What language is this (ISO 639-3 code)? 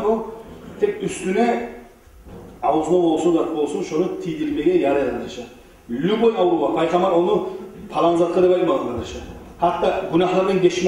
kum